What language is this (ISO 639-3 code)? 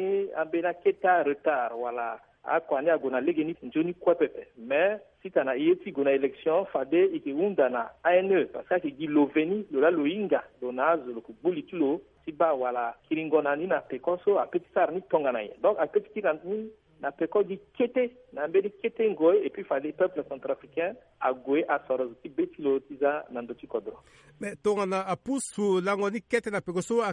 sag